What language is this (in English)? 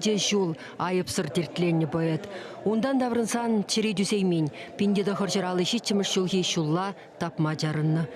Chuvash